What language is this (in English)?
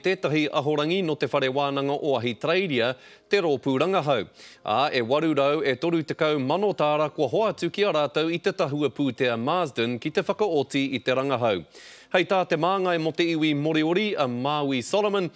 Māori